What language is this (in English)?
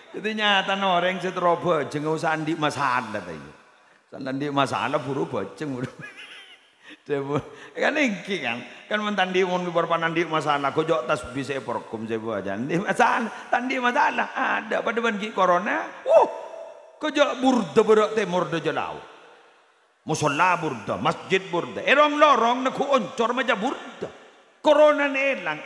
Madurese